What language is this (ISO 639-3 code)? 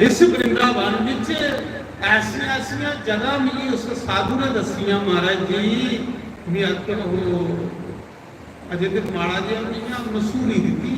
doi